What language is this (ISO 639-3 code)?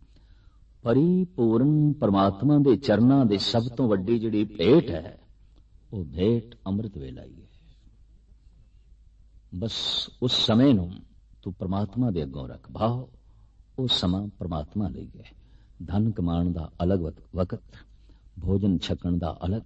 pan